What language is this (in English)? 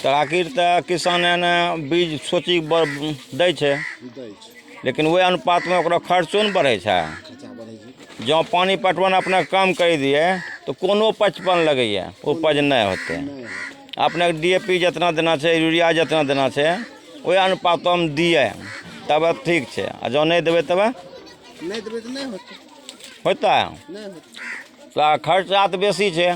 Angika